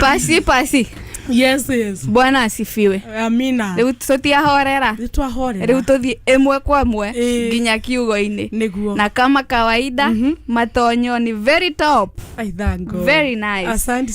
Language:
Kikuyu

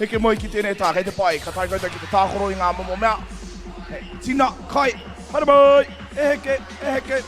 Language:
Māori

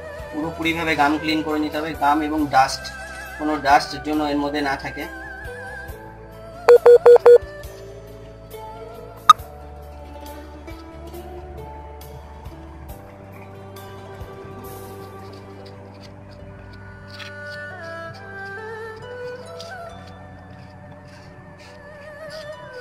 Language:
Bangla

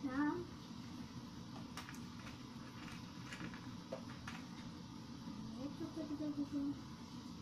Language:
Russian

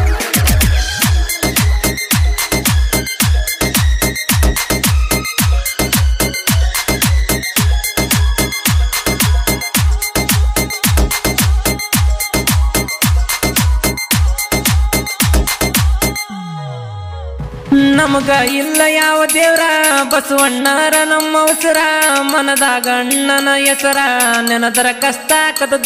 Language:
Kannada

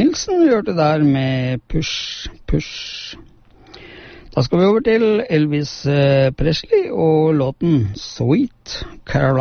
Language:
Norwegian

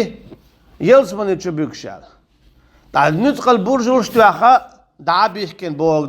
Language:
Chechen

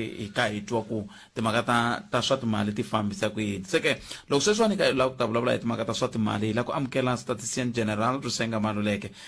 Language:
Tsonga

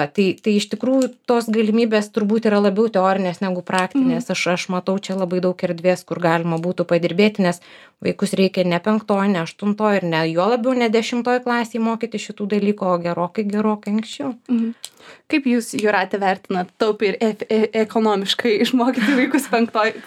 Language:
Lithuanian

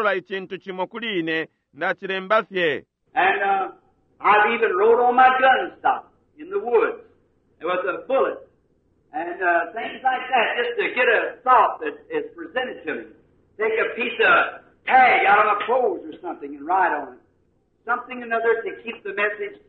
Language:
Bemba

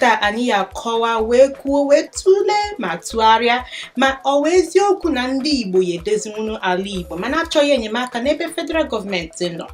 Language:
Igbo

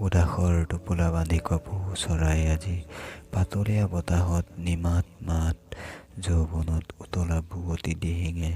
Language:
Assamese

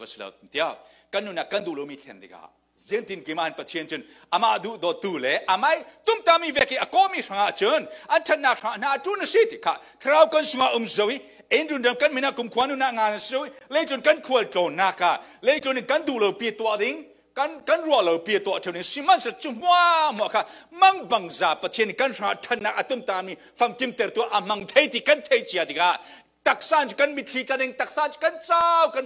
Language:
Falam Chin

